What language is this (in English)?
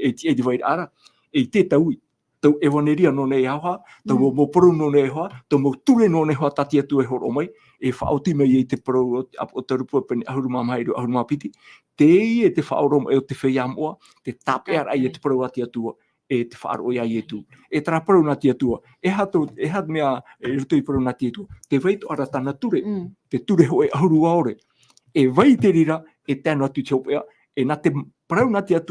Tahitian